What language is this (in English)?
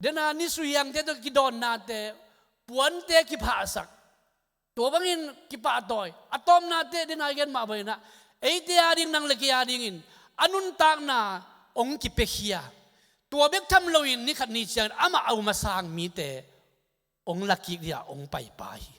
Tedim Chin